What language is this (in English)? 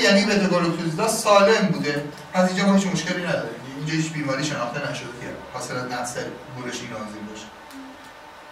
Persian